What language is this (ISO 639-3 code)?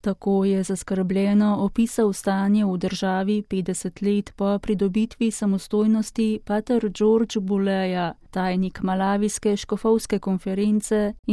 slv